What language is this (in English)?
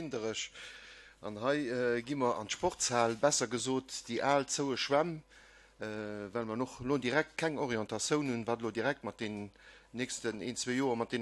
Luxembourgish